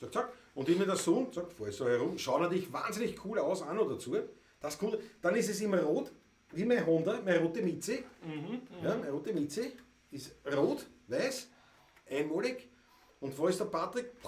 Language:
Bavarian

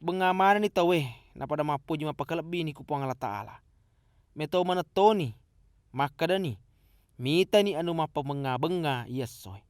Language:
Buginese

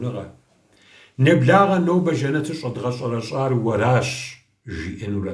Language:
Kabardian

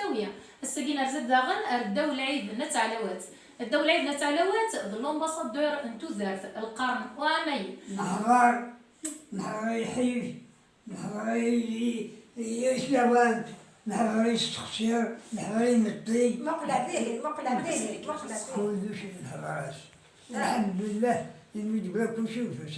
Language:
Kabyle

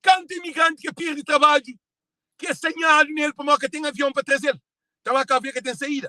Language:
Kabuverdianu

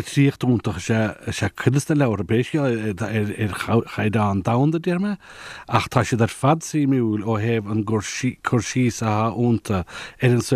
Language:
Irish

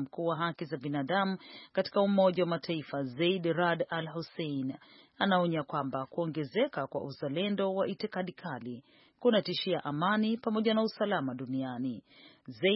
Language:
Swahili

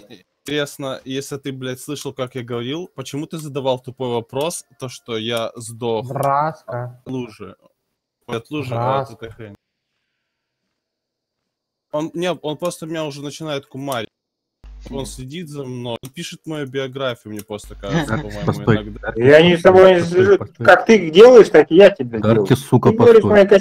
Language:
Russian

